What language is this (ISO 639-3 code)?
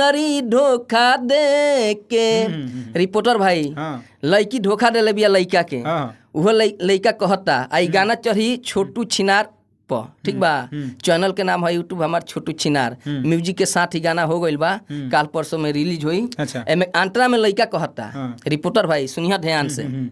bho